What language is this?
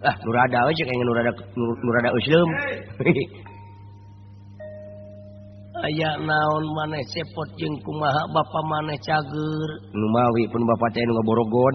Sundanese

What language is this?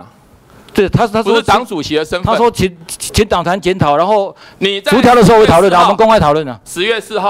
Chinese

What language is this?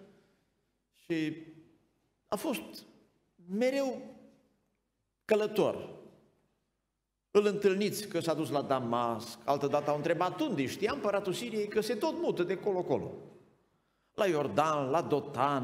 Romanian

